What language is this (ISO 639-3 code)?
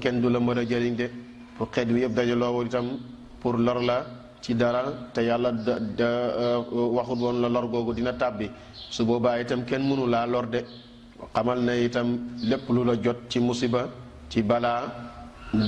wol